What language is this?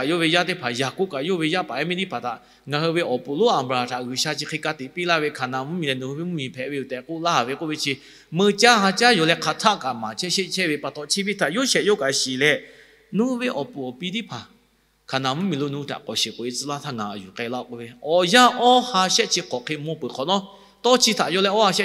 Lahu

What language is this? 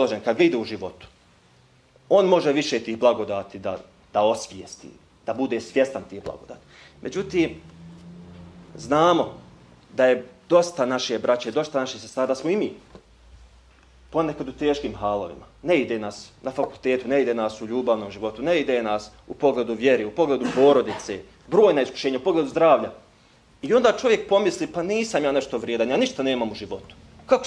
Bosnian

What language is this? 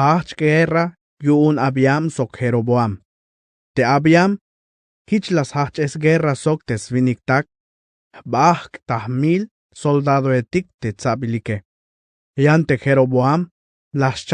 Tzeltal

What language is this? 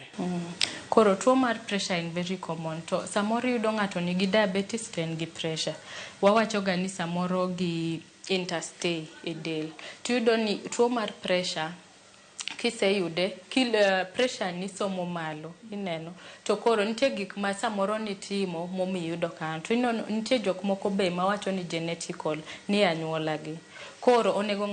Luo (Kenya and Tanzania)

